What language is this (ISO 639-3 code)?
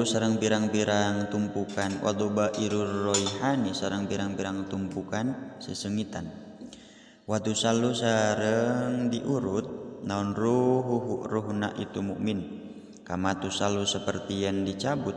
sun